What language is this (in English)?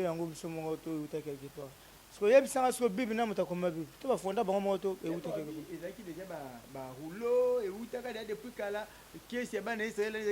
Lingala